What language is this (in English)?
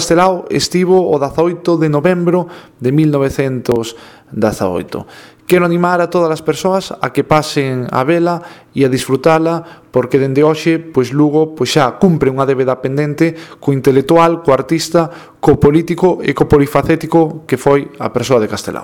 Galician